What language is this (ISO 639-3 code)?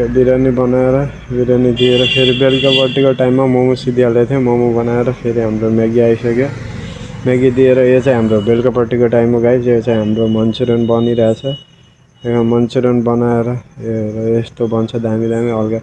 nep